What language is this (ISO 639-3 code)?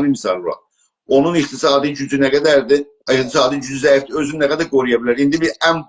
azb